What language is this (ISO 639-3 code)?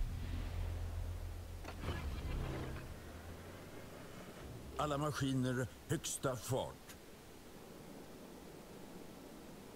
swe